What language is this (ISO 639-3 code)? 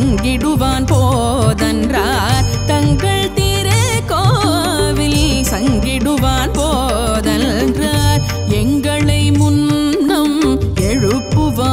tam